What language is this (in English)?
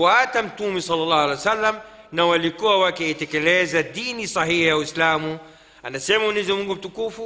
Swahili